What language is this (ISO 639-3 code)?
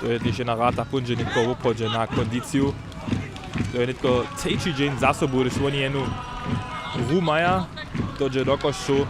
hsb